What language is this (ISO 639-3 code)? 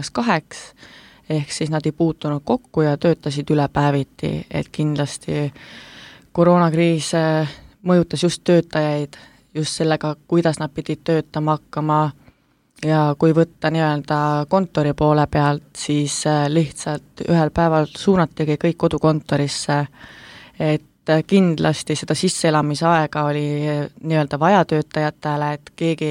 est